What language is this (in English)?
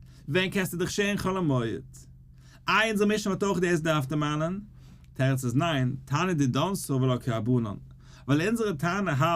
Yiddish